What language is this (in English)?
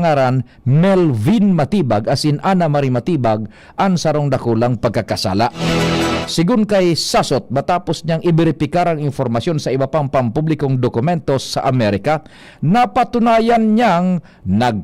Bikol